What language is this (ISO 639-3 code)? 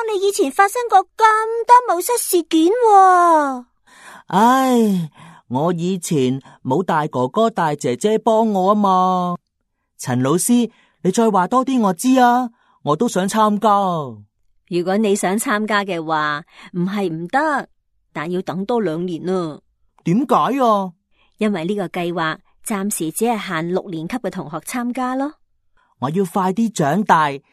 yue